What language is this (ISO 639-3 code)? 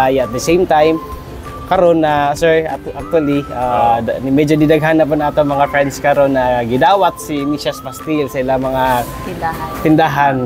ceb